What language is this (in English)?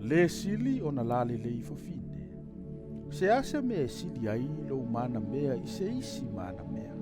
Samoan